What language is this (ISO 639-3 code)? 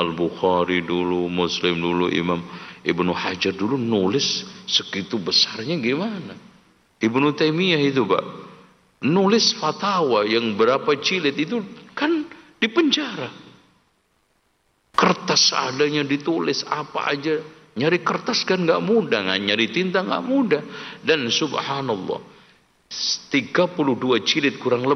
ind